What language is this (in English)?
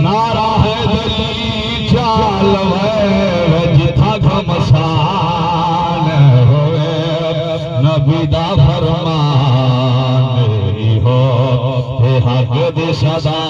Saraiki